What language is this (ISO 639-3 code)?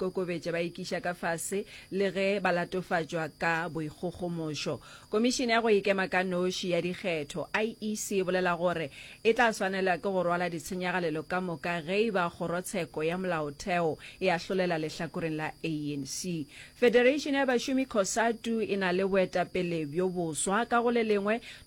nso